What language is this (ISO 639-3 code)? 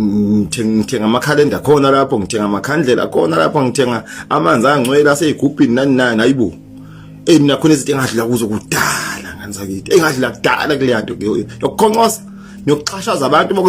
zul